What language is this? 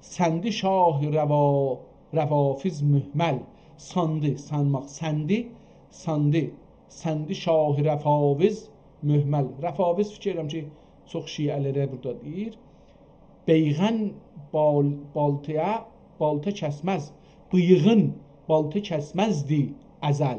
South Azerbaijani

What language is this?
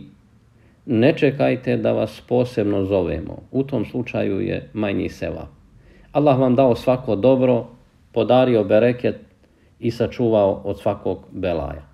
Bosnian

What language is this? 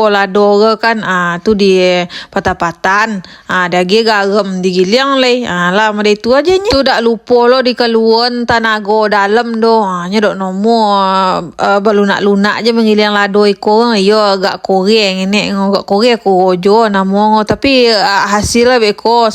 Minangkabau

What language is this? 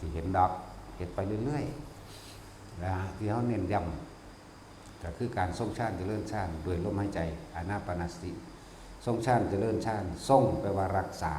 Northeastern Thai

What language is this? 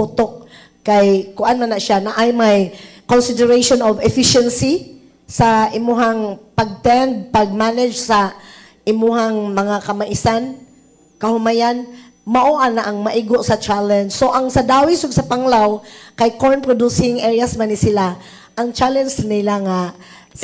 Cebuano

